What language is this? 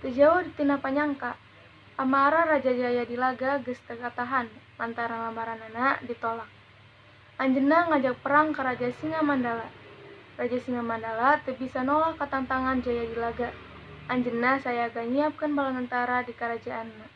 Sundanese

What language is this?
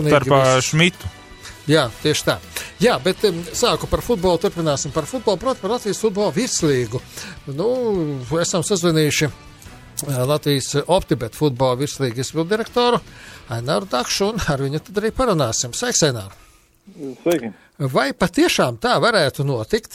Latvian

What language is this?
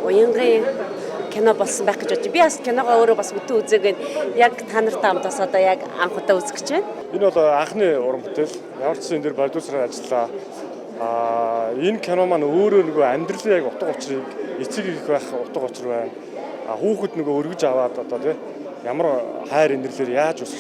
Mongolian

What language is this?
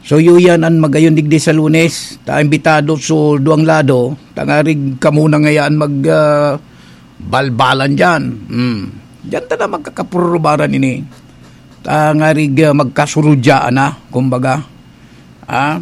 Bikol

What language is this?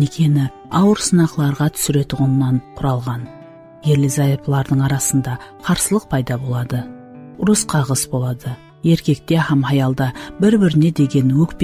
Kara-Kalpak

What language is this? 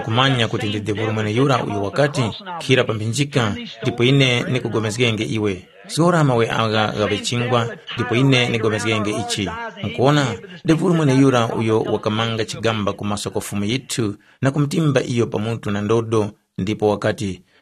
Tumbuka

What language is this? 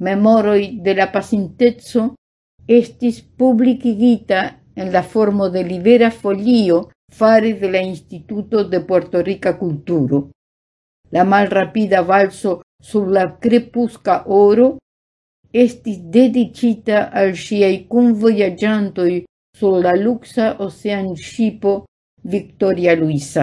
Esperanto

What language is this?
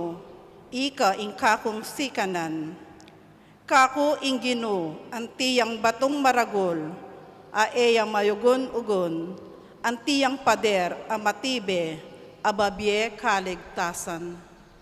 Pampanga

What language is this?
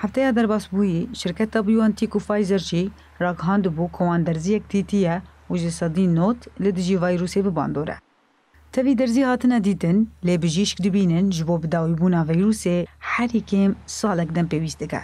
Kurdish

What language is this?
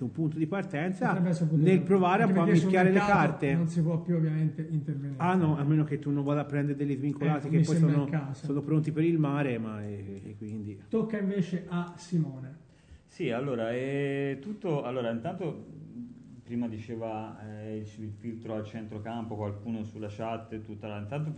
Italian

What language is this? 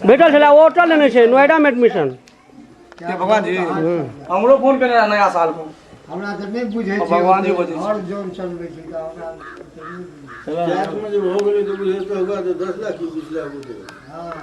Maithili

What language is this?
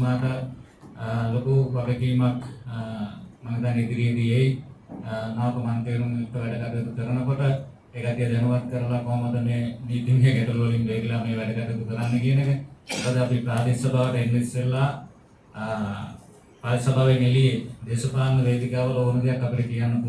Sinhala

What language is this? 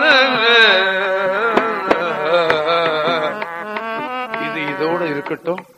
Tamil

